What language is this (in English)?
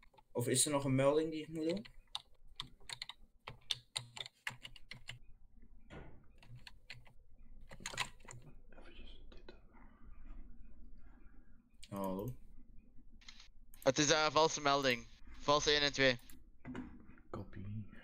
Dutch